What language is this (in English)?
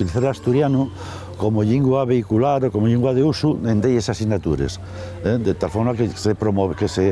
Asturian